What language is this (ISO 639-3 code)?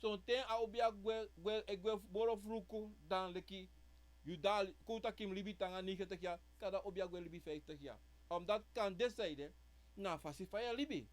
srn